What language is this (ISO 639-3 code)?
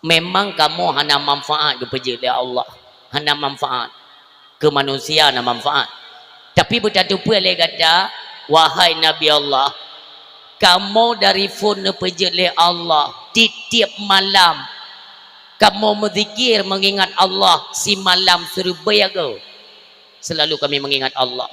ace